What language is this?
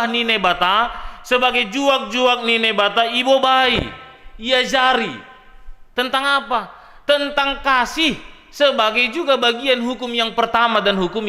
Batak Simalungun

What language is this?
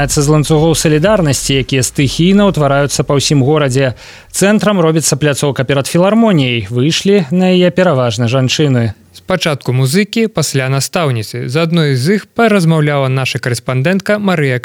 Belarusian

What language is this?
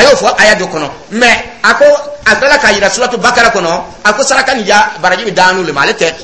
Dyula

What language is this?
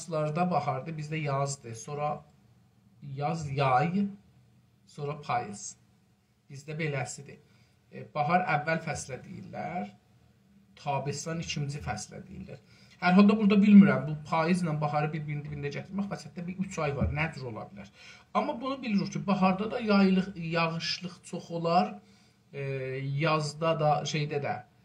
South Azerbaijani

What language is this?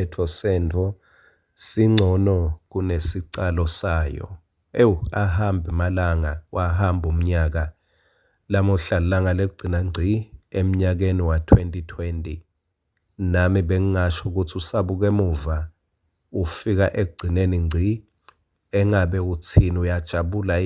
Swati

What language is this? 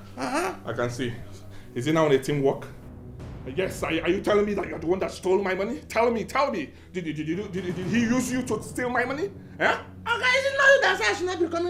Nigerian Pidgin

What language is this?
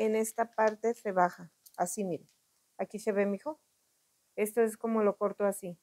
Spanish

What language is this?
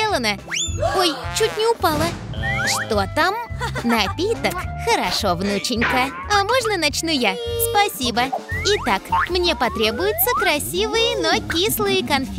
Russian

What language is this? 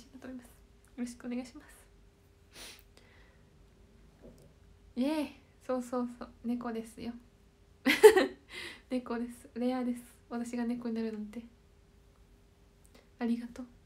Japanese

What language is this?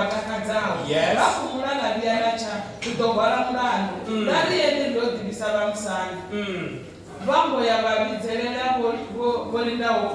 Venda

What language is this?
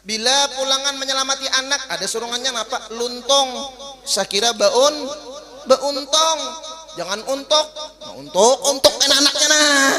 Banjar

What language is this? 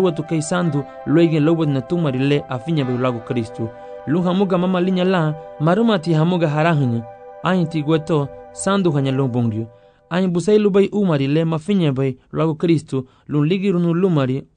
Garifuna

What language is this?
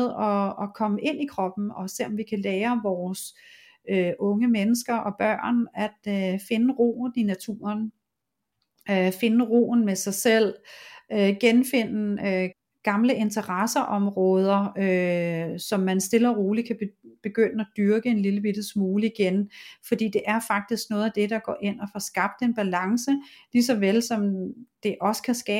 Danish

